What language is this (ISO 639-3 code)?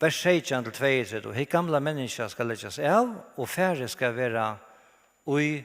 fao